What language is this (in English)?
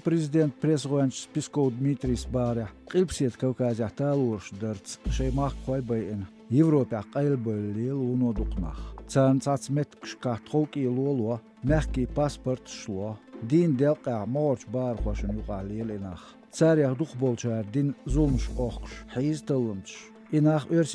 Chechen